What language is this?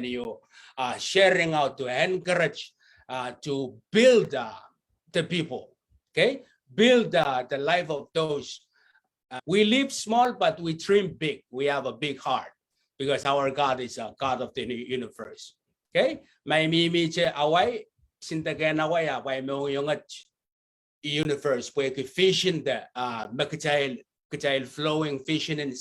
Pohnpeian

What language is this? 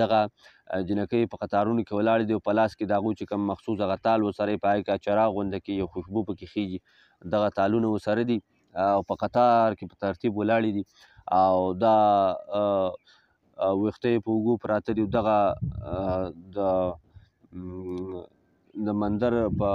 Pashto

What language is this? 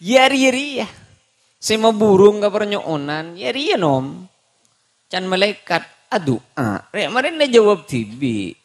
Madurese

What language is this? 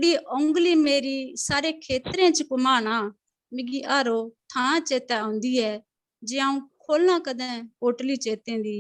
Dogri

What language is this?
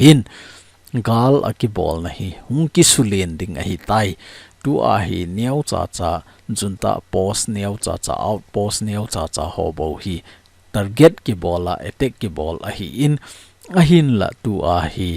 Thado Chin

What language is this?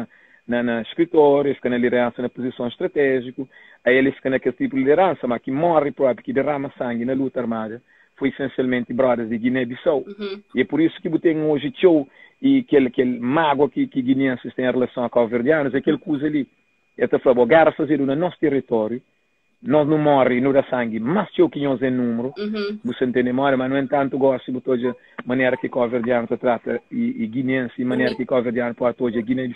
Kabuverdianu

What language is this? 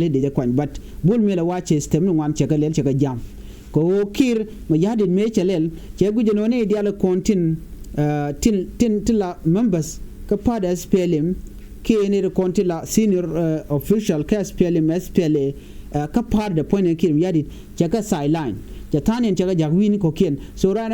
Nuer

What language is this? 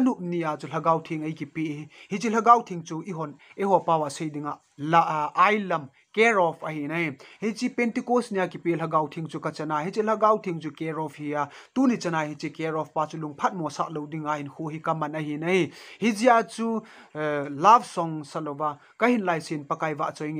Thado Chin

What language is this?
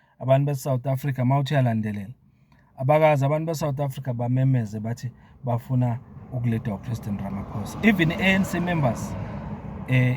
Zulu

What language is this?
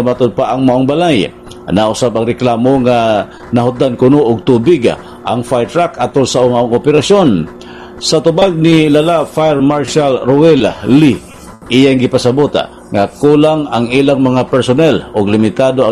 Cebuano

